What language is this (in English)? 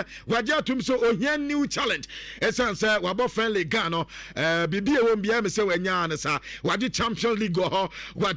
Akan